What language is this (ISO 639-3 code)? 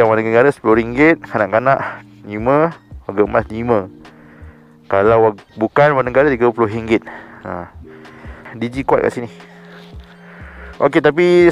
msa